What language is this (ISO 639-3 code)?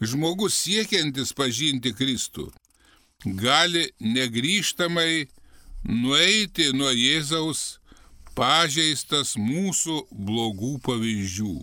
lit